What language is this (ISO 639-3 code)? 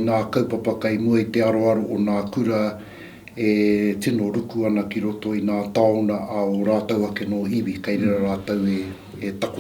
mri